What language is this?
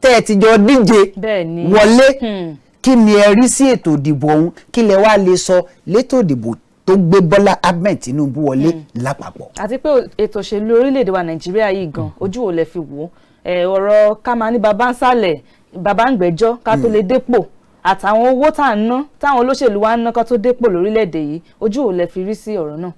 Yoruba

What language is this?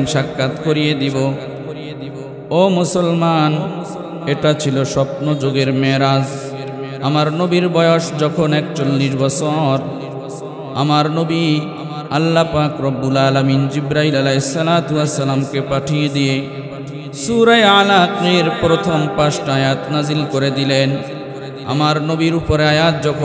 Bangla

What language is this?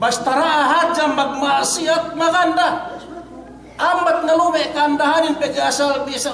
Yakan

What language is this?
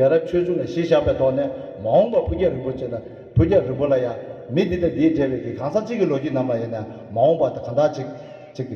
Tibetan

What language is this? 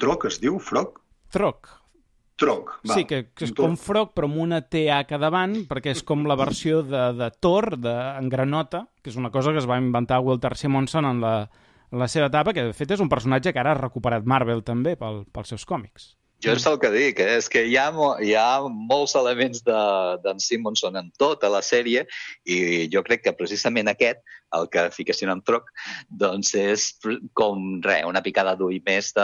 Catalan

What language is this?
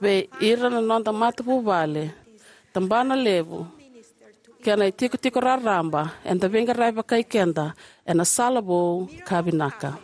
Fijian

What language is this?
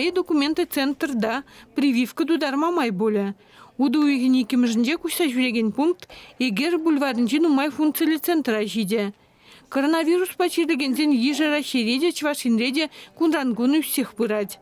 Chuvash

